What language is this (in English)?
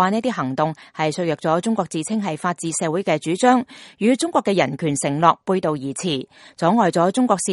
Cantonese